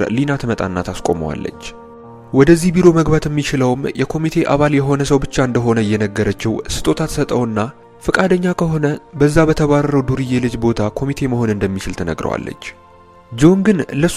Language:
Amharic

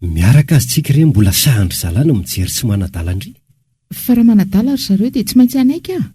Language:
Malagasy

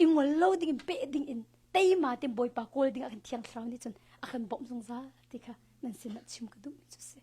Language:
Hakha Chin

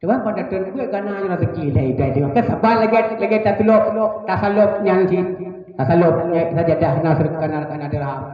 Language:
Achinese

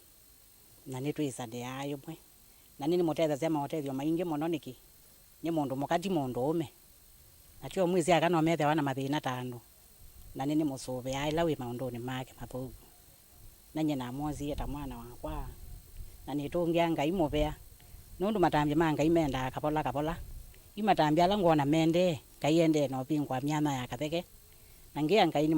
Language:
Kamba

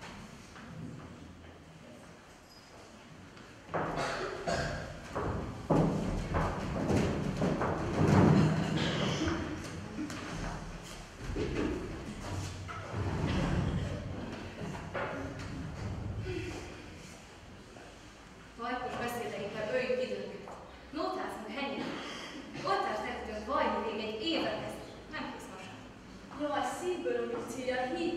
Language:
Hungarian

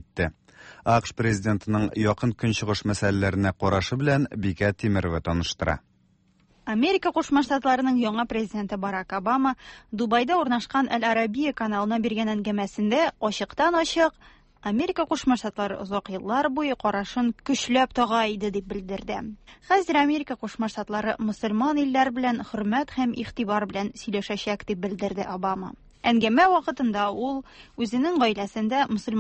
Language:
Tatar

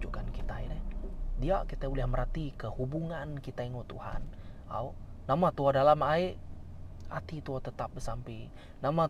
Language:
Iban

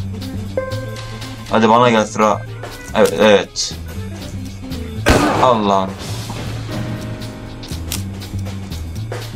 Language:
Turkish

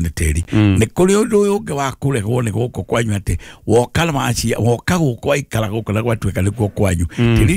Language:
Kikuyu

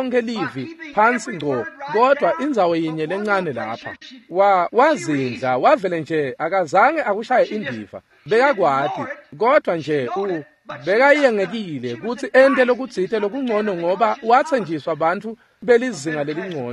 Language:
Swati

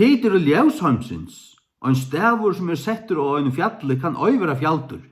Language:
Faroese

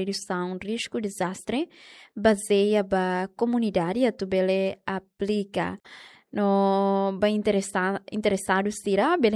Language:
Tetum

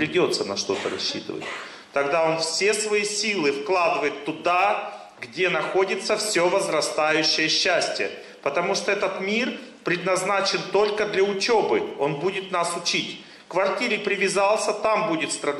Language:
Russian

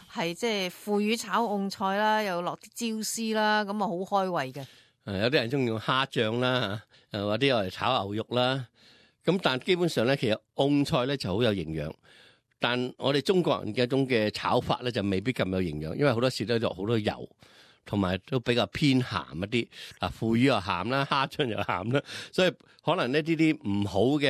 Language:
Cantonese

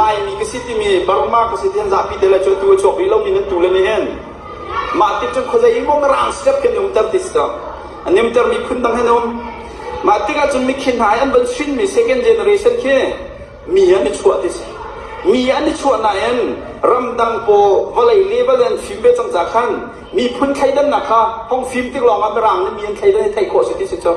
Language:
Hakha Chin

